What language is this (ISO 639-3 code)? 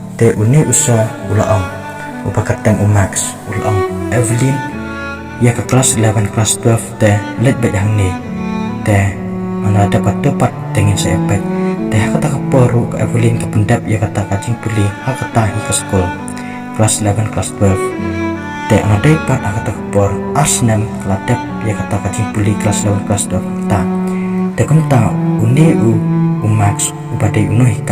kha